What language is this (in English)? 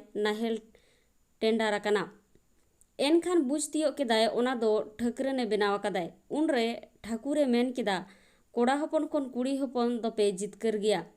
Santali